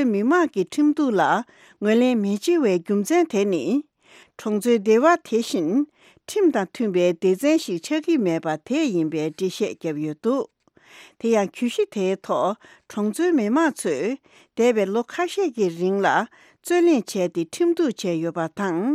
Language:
Tibetan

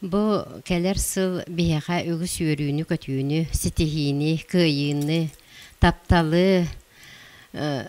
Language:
Yakut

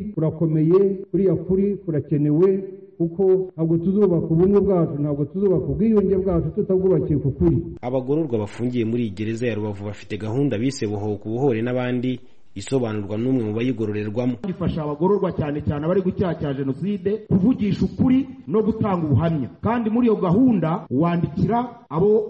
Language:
Kinyarwanda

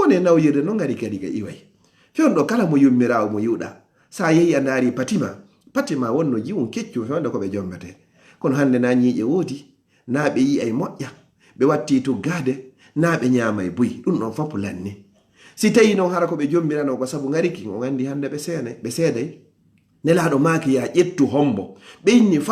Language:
Fula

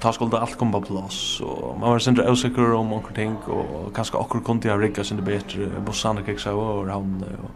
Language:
Faroese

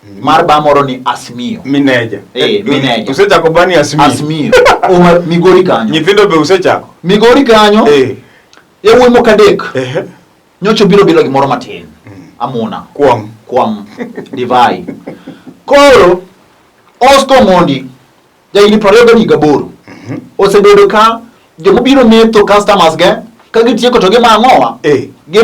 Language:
Luo (Kenya and Tanzania)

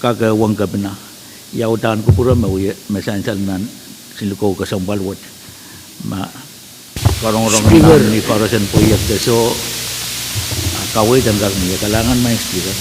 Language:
Pohnpeian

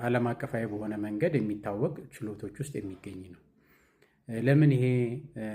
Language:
Amharic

